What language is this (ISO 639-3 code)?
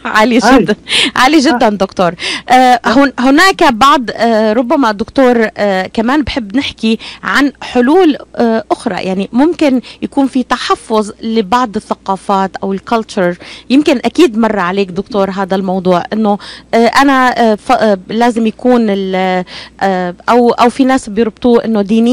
apc